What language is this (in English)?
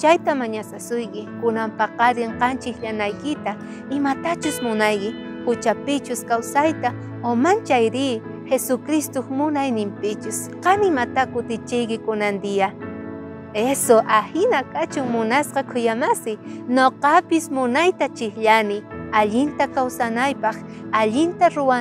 South Bolivian Quechua